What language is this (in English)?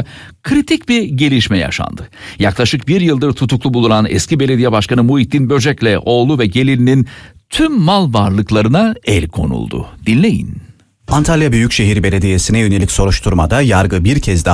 Turkish